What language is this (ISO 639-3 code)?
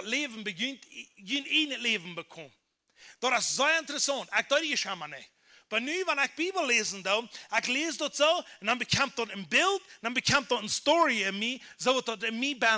pdt